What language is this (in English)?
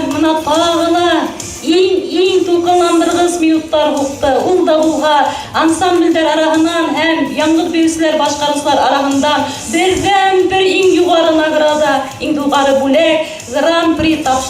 Bashkir